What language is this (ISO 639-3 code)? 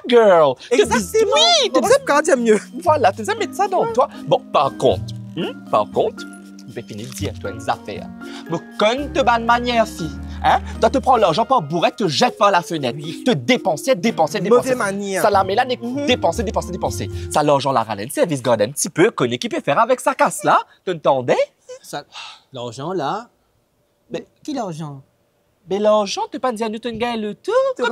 mfe